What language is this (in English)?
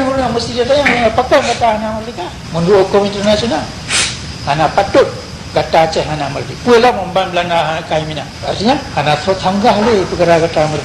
Achinese